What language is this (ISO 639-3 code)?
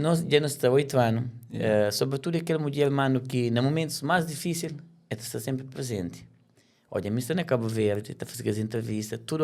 kea